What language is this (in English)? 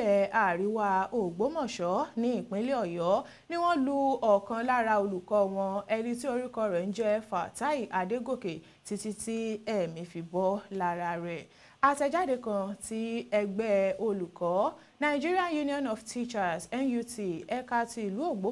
Yoruba